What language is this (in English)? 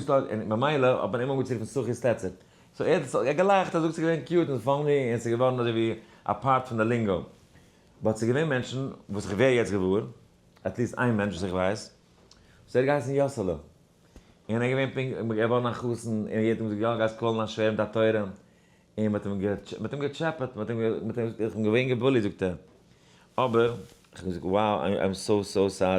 Yiddish